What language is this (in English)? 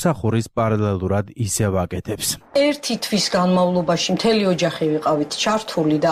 Georgian